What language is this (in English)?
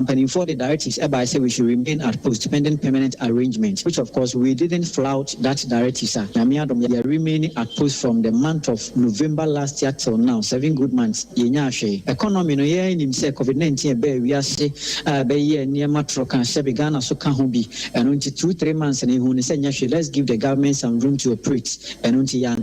Akan